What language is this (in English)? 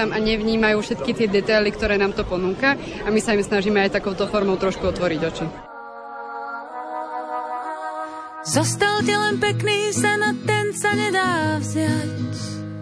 Slovak